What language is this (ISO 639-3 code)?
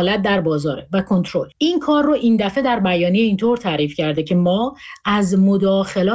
fas